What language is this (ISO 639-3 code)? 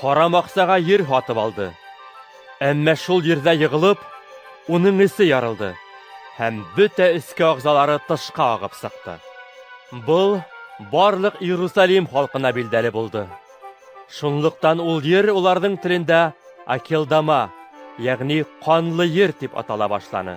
bak